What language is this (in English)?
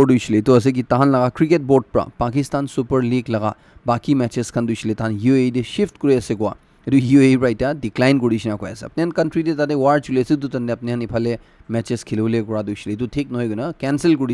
Naga Pidgin